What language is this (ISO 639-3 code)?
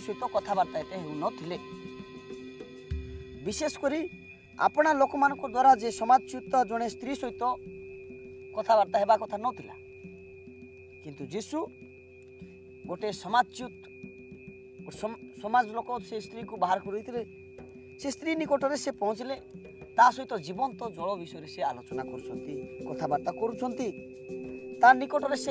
ori